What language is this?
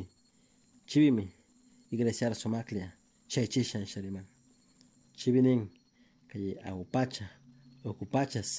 Chimborazo Highland Quichua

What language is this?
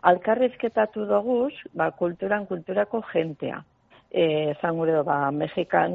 Basque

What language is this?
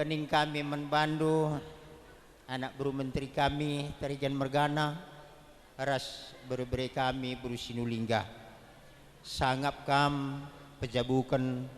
Batak Karo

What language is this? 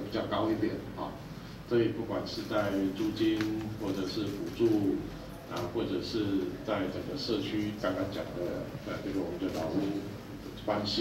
Chinese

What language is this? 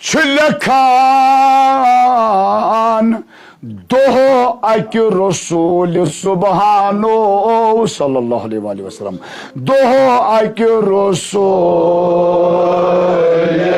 Kashmiri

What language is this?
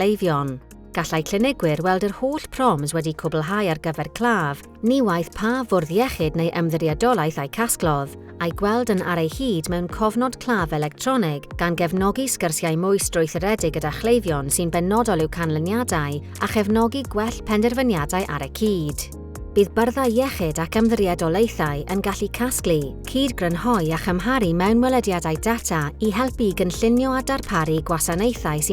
Welsh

